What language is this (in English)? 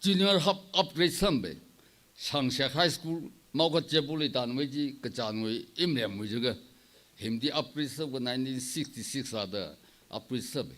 Tangkhul Naga (India)